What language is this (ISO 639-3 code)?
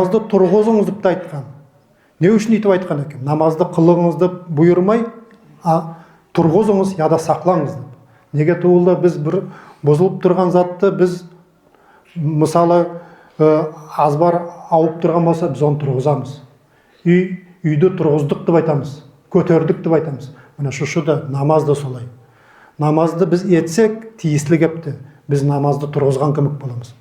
nog